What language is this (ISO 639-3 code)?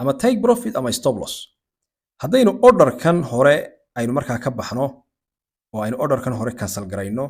som